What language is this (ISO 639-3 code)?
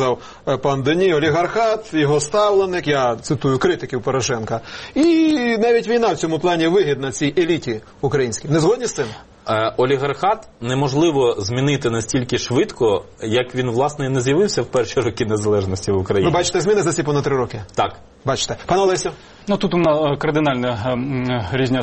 ukr